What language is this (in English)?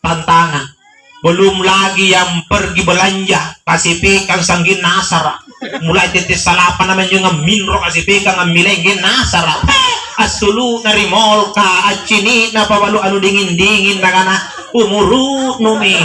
Makasar